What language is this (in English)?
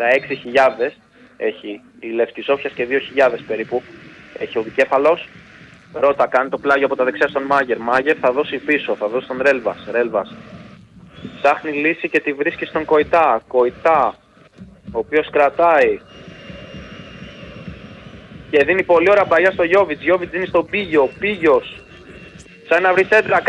Greek